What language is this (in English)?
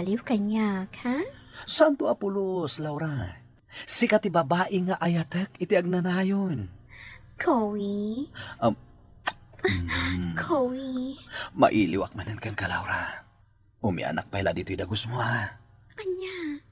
Iloko